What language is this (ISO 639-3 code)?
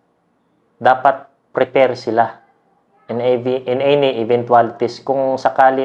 fil